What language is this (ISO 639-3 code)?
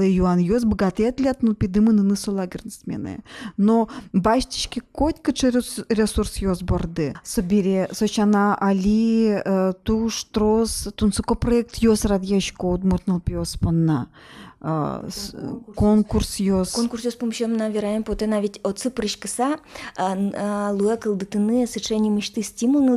udm